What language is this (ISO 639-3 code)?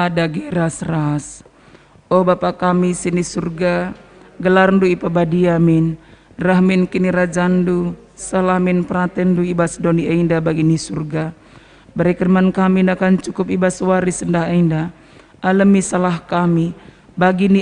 btx